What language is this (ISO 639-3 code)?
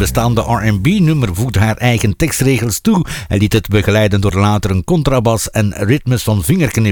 nld